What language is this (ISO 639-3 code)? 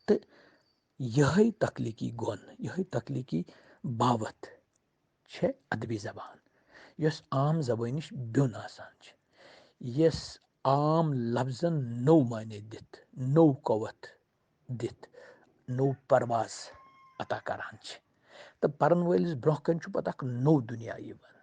kas